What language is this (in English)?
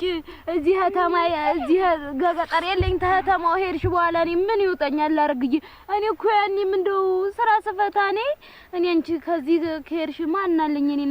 Amharic